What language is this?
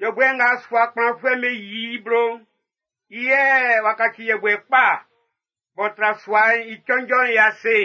Baoulé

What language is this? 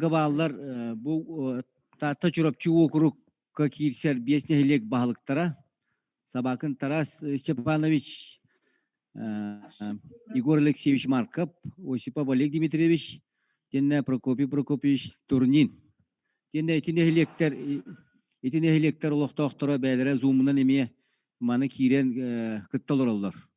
Yakut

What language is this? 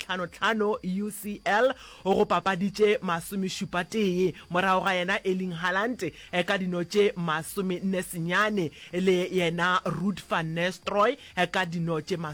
Northern Sotho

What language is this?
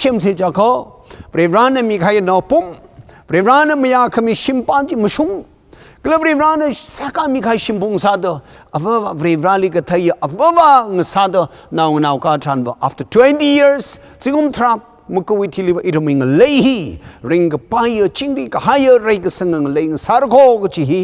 Tangkhul Naga (India)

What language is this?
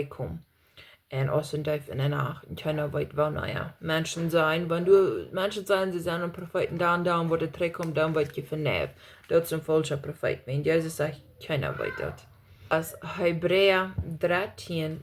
Plautdietsch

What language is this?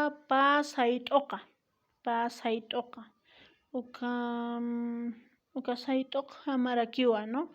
Aymara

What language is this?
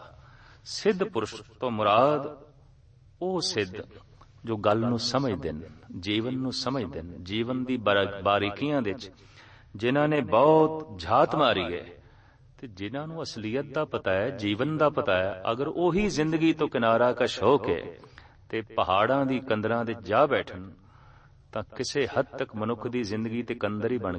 Punjabi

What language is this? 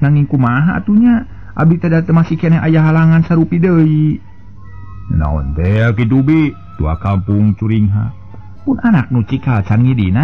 Sundanese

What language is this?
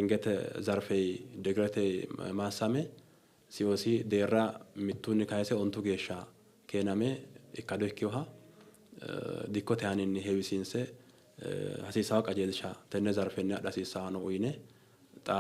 Sidamo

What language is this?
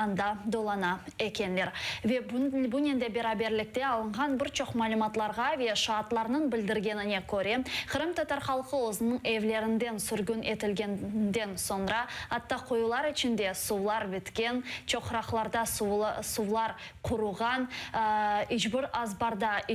Crimean Tatar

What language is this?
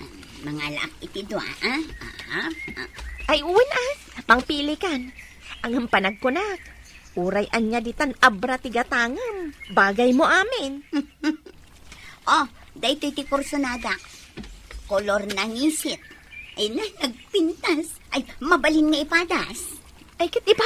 Iloko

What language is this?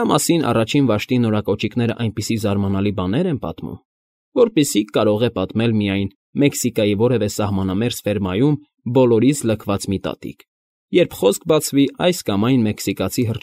Armenian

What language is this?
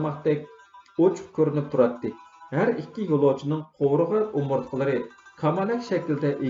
Uyghur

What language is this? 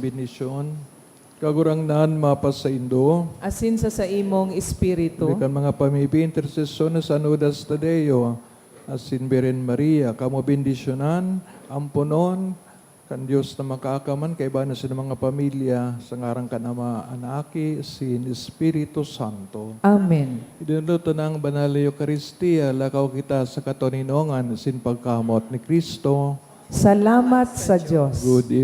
Bikol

